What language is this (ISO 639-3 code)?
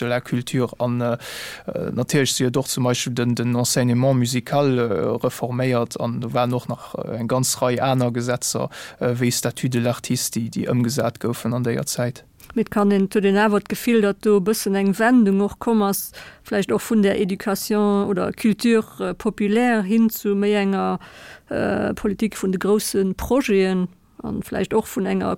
ltz